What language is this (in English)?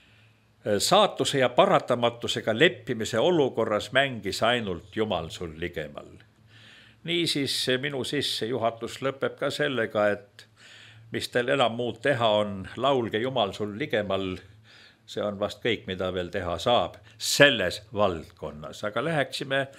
Estonian